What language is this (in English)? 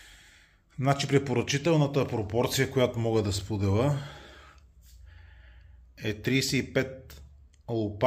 Bulgarian